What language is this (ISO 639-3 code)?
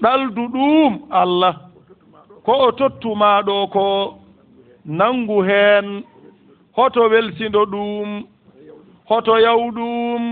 ful